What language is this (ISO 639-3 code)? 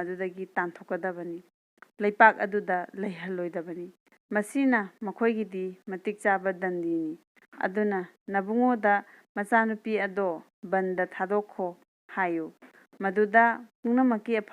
mni